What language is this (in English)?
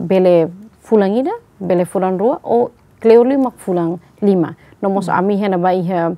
Tetum